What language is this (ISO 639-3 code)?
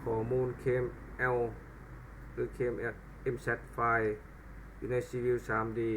lao